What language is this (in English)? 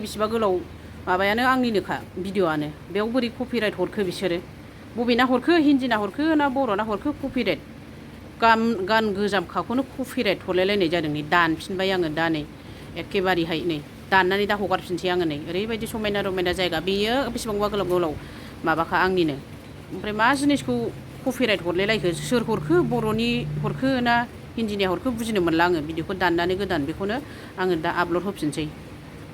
Bodo